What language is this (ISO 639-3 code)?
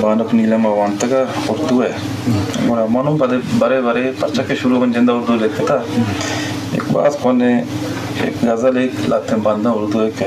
bgp